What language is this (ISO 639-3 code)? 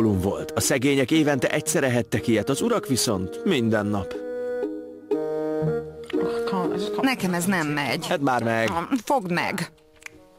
hun